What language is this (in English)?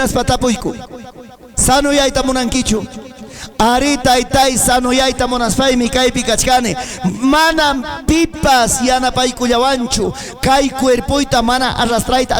Ayacucho Quechua